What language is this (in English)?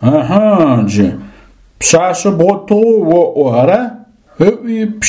Adyghe